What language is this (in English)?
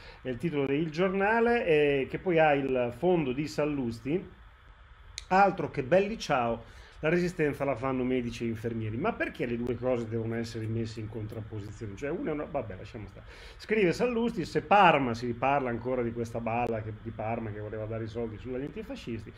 Italian